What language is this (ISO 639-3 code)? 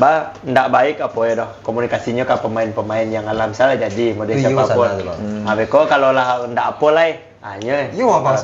min